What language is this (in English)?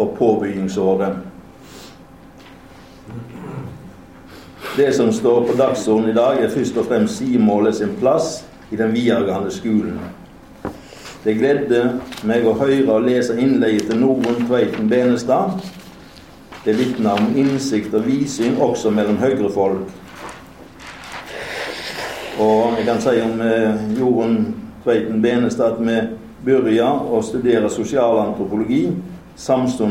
Norwegian